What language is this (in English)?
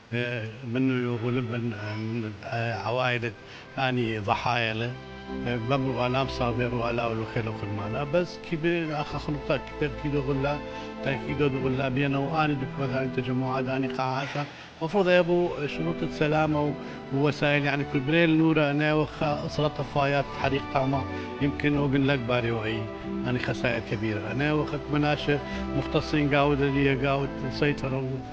Assyrian Neo-Aramaic